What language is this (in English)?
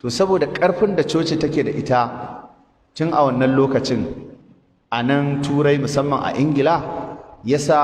Hausa